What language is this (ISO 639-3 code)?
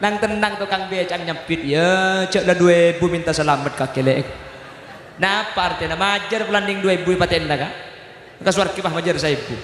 mad